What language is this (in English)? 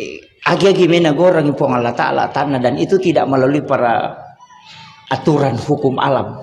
Buginese